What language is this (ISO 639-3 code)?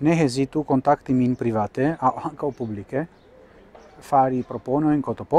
epo